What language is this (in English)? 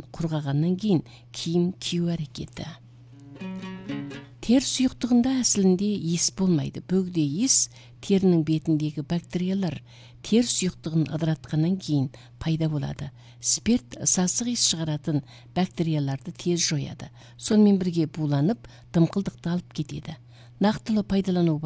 Kazakh